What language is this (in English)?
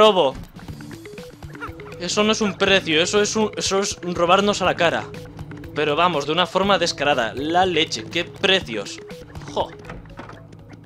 Spanish